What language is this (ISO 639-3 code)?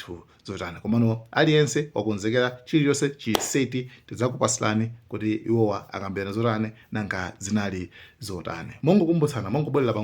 nya